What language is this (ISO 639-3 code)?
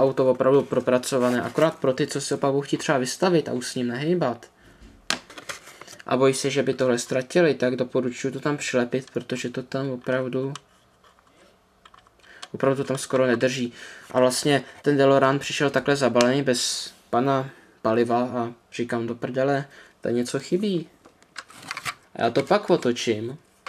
ces